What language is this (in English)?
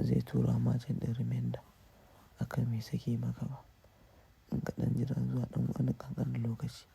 Hausa